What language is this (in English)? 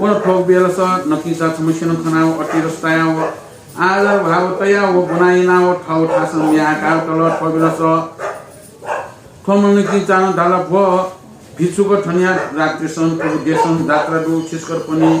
Newari